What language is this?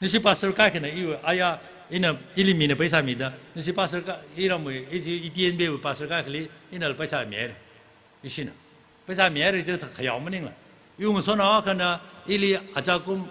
Tangkhul Naga (India)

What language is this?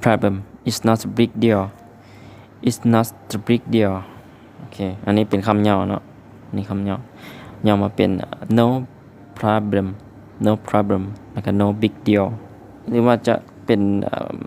Lao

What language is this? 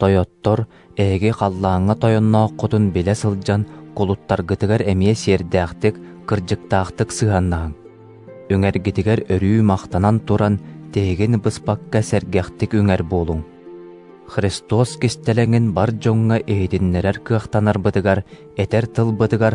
Yakut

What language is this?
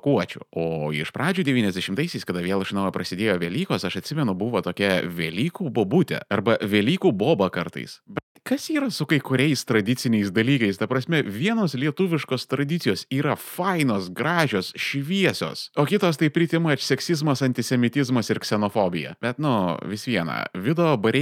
Lithuanian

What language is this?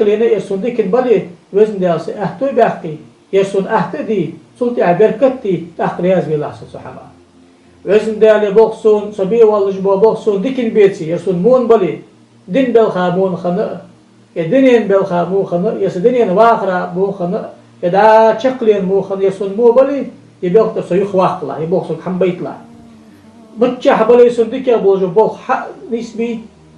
Ingush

